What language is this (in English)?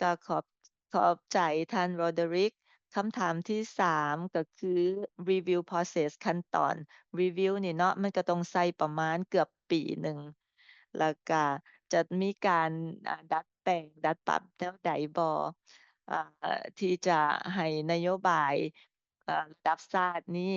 Lao